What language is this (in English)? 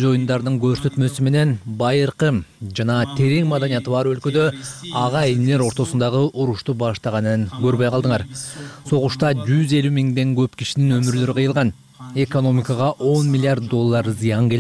Kyrgyz